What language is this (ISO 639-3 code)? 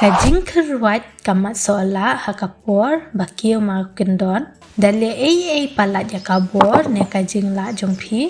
kha